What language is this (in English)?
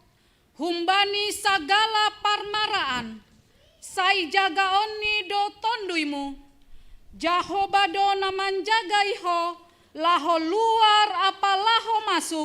Batak Simalungun